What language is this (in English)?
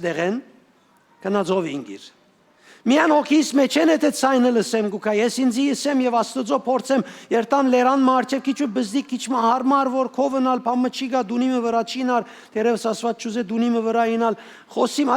Western Armenian